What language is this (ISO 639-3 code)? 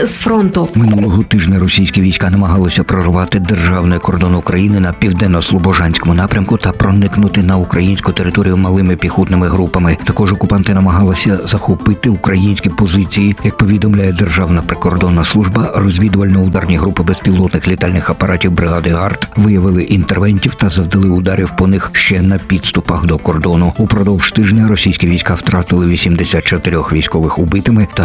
ukr